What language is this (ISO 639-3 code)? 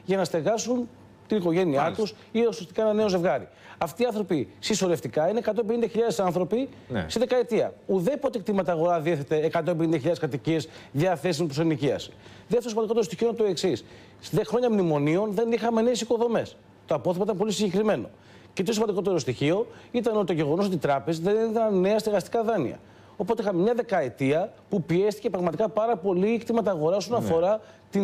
ell